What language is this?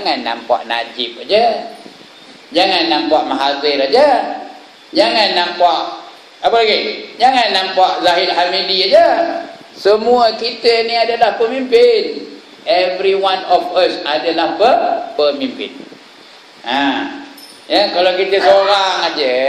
Malay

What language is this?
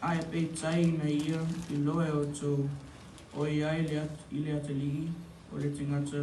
Samoan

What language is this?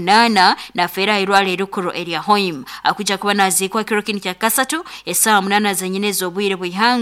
Nyankole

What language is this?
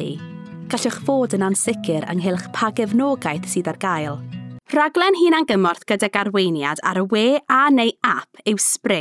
Welsh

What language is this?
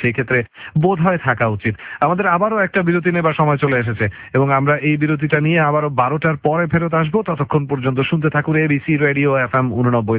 Bangla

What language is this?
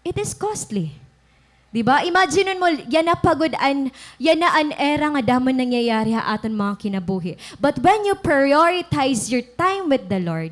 Waray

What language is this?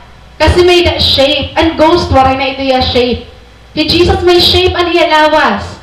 Waray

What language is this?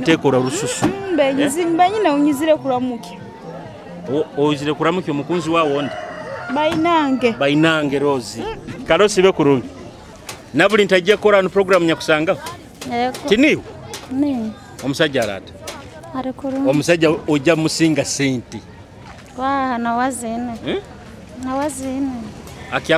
Nyoro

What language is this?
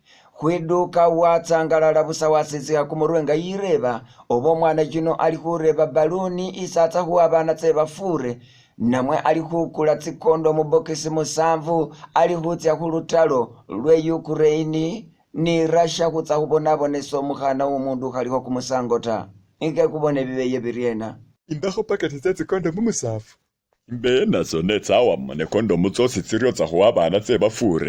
Masaaba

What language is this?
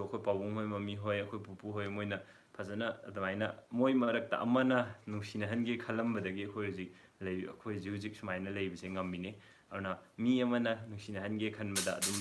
Manipuri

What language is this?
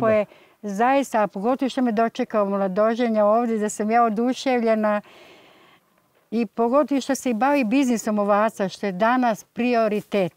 Serbian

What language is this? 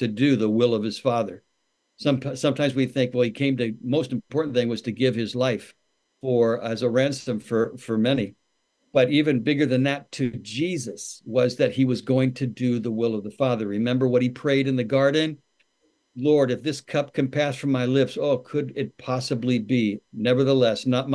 English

